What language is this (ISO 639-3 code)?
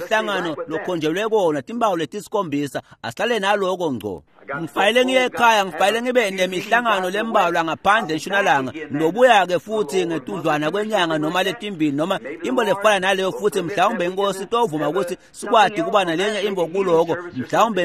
ssw